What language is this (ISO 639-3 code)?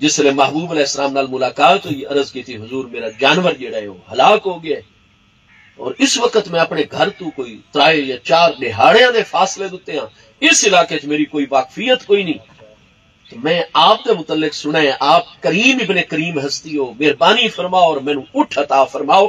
skr